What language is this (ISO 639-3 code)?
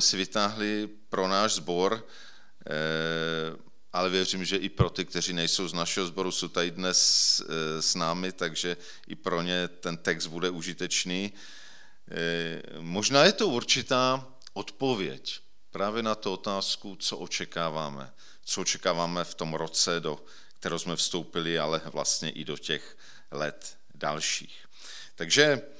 ces